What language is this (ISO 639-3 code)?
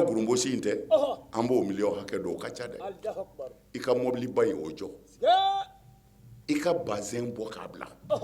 bam